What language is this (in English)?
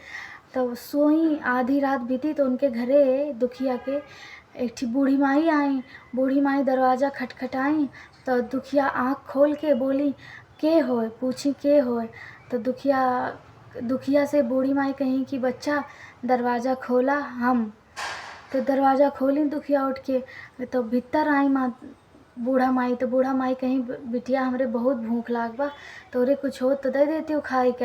Awadhi